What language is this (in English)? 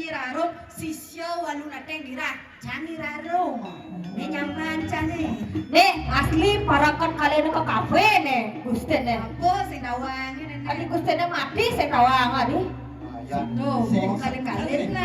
Balinese